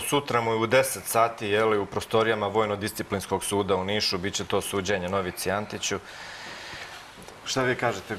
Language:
Serbian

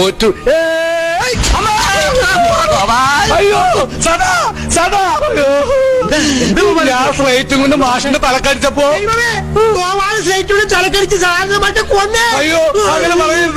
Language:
Malayalam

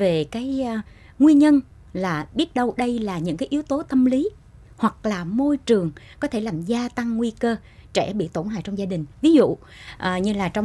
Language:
Vietnamese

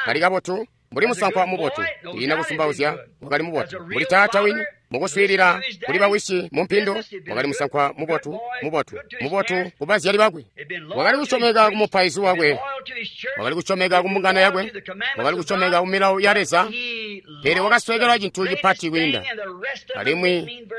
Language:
Tonga (Zambia)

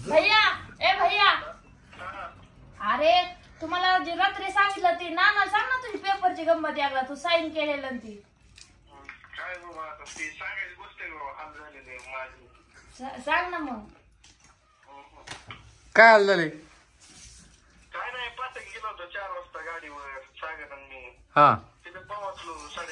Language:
Marathi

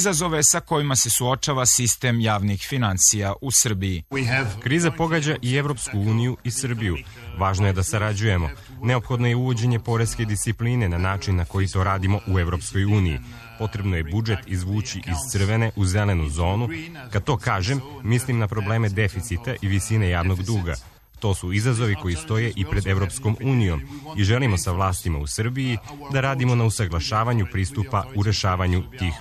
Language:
Serbian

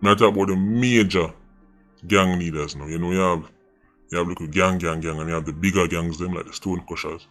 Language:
Jamaican Creole English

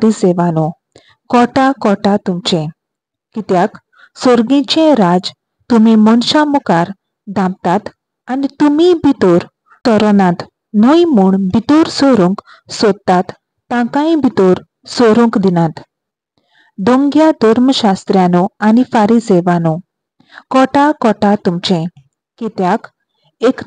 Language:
Konkani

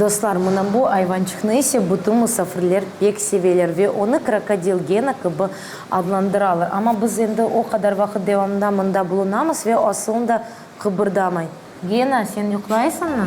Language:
Crimean Tatar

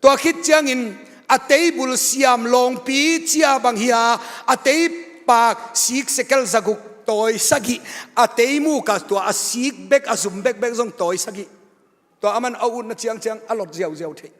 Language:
Tedim Chin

